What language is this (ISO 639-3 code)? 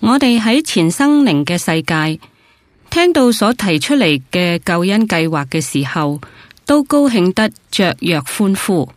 yue